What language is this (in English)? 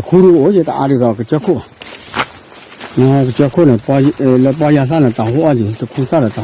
S'gaw Karen